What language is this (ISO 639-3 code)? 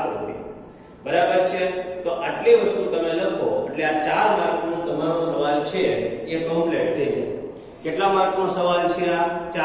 guj